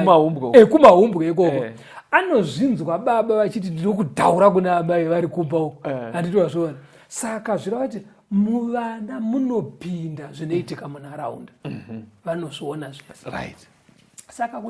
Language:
Shona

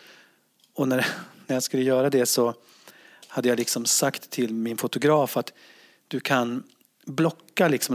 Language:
Swedish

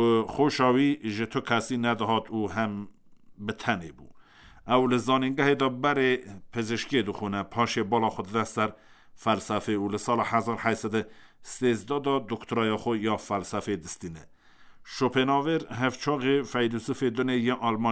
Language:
Kurdish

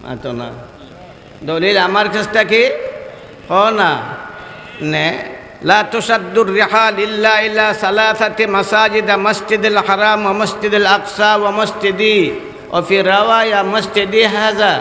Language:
Sylheti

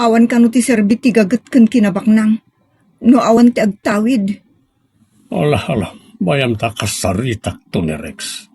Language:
Iloko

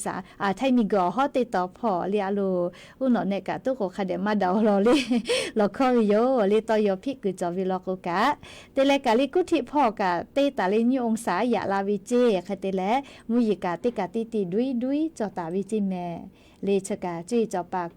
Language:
Lahu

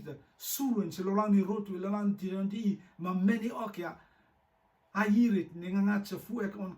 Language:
Rotuman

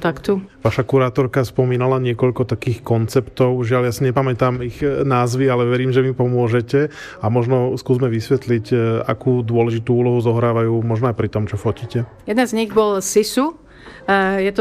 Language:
Slovak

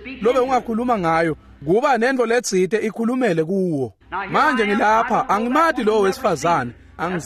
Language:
Swati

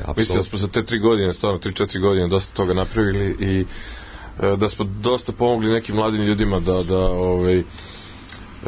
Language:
Serbian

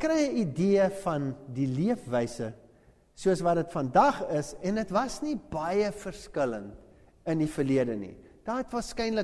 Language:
Afrikaans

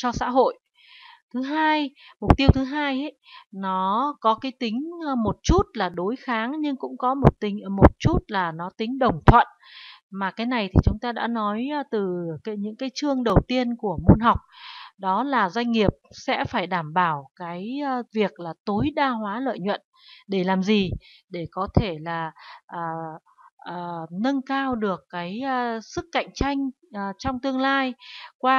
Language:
Vietnamese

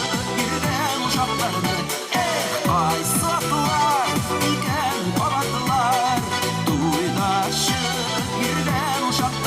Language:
Tatar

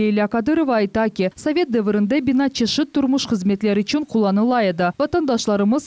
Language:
Crimean Tatar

